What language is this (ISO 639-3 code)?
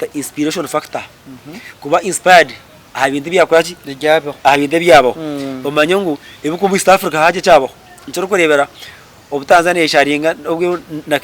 nyn